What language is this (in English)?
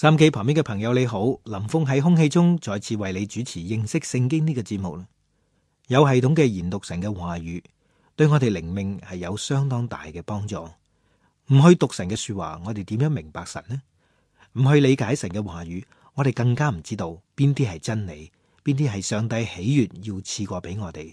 Cantonese